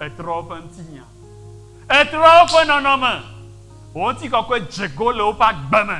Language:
Ewe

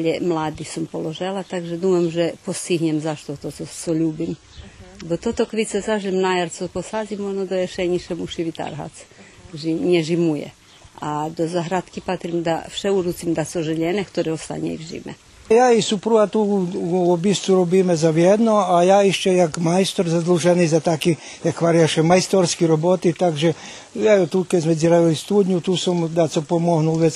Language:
Rusyn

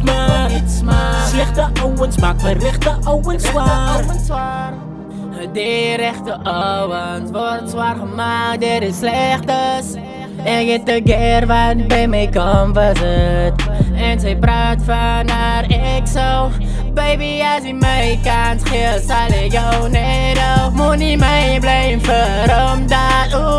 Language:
Afrikaans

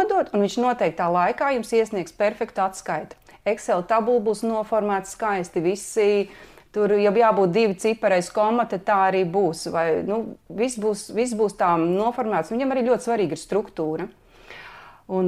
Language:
Latvian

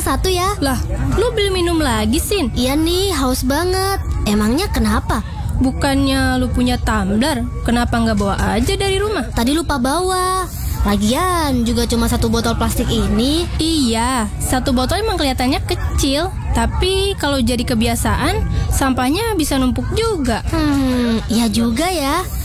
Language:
Indonesian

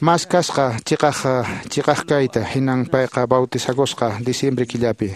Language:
Quechua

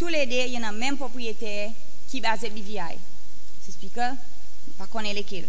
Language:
Seselwa Creole French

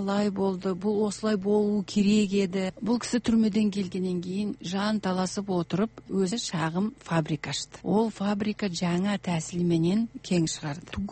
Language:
Kazakh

